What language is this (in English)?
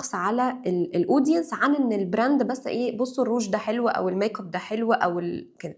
Egyptian Arabic